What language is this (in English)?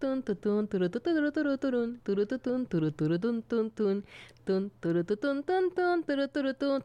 Galician